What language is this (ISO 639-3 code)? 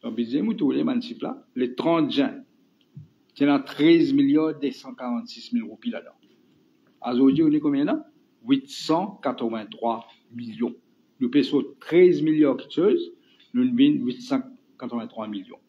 mfe